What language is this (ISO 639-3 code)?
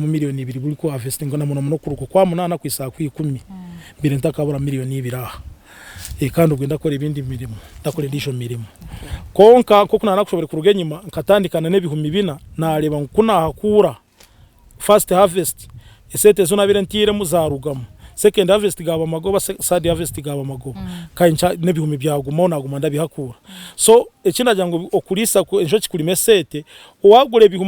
nyn